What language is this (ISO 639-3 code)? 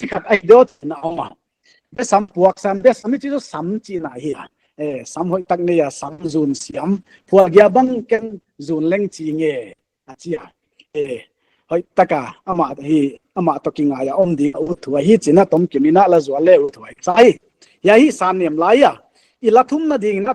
pck